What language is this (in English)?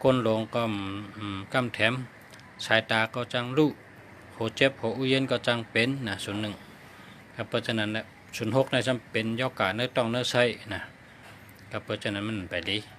Shan